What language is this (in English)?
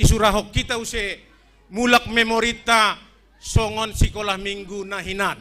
Batak Simalungun